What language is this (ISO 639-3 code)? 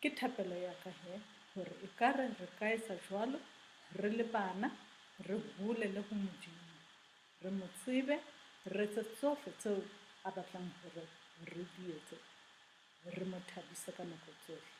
sot